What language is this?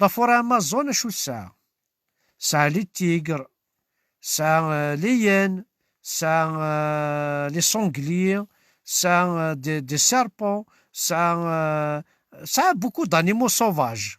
Kabyle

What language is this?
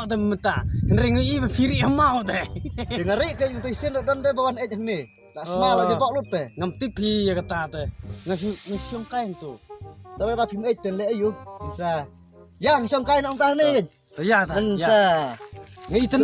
Khasi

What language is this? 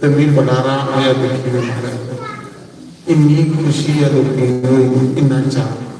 Dogri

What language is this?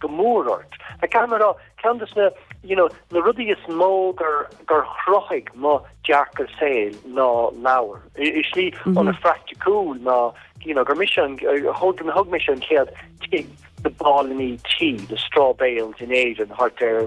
Irish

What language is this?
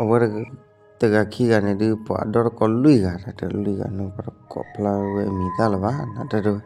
S'gaw Karen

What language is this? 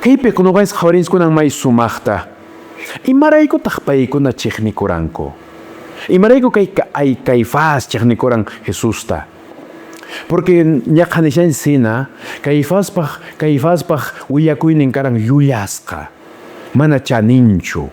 Quechua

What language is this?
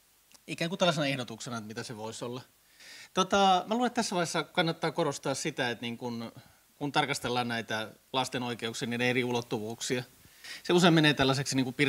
Finnish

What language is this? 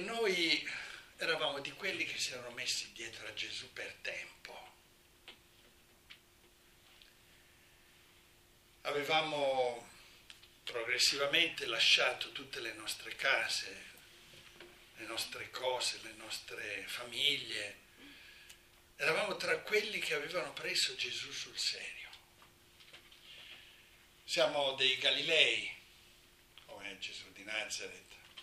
Italian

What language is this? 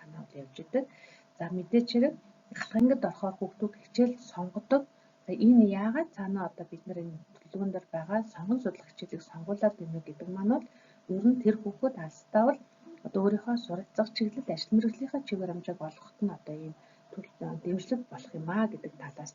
Mongolian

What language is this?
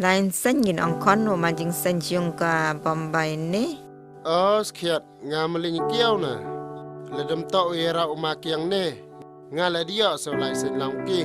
Khasi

